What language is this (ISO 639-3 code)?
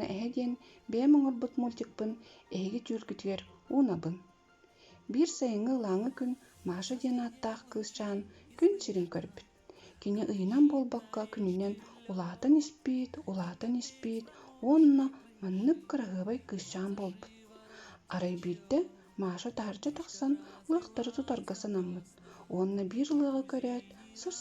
sah